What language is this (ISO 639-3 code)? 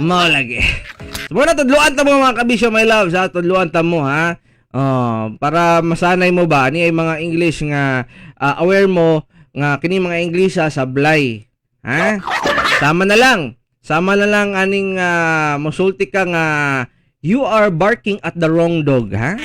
ceb